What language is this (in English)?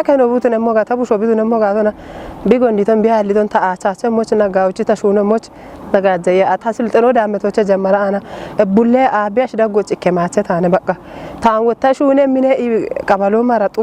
Kafa